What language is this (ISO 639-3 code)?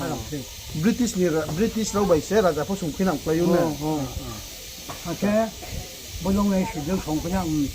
ria